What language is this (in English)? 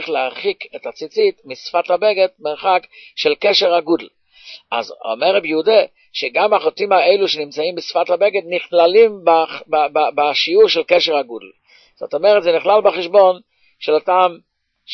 Hebrew